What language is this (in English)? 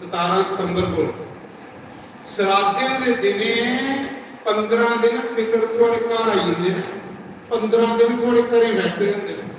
Dogri